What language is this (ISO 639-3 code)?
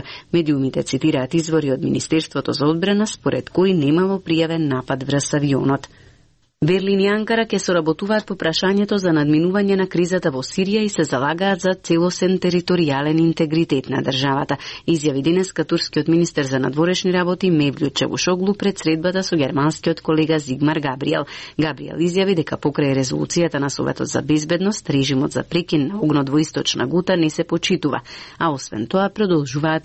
mkd